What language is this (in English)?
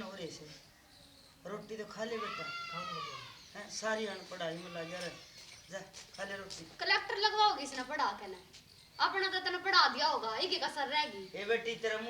Haryanvi